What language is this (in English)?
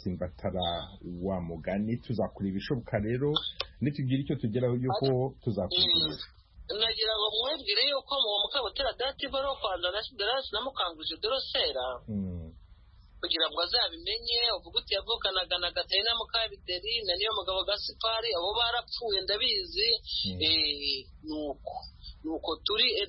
Kinyarwanda